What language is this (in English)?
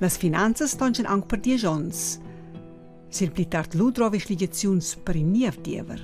Romansh